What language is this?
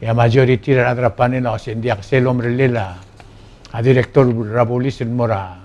Palauan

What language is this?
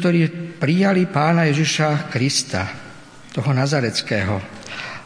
Slovak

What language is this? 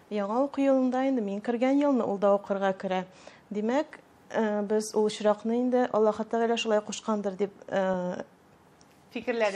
Tatar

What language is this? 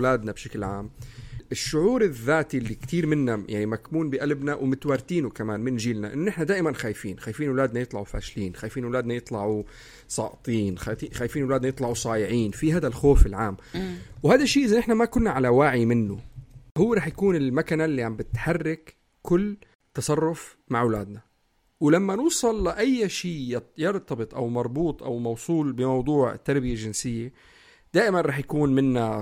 North Levantine Arabic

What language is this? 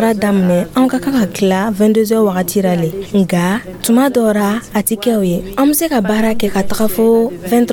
Dyula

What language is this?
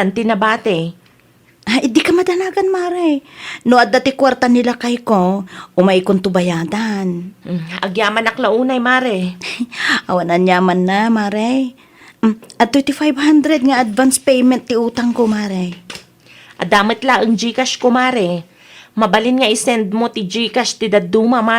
Iloko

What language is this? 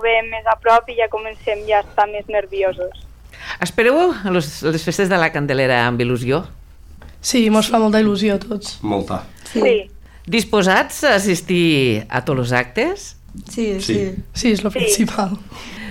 Catalan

